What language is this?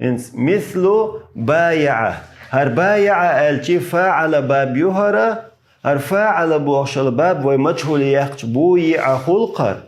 Chechen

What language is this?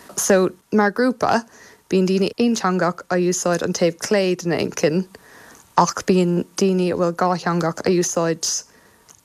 Irish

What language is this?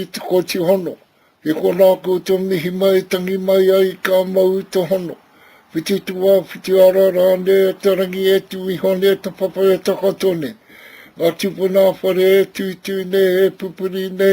Māori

